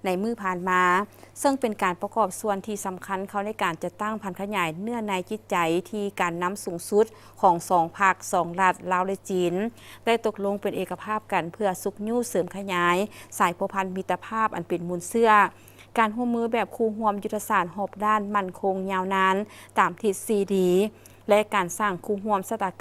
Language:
Lao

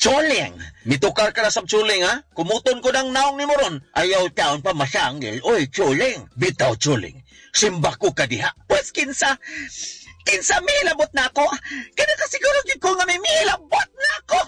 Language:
Cebuano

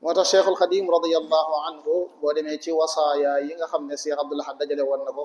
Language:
Wolof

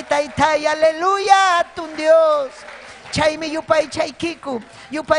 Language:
Ayacucho Quechua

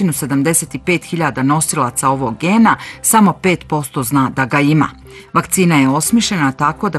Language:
Bosnian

